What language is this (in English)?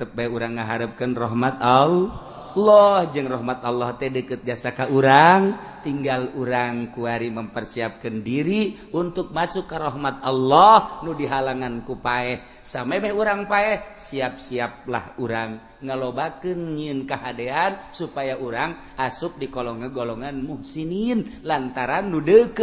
Sundanese